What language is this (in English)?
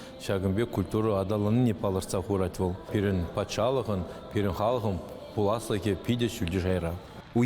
Chuvash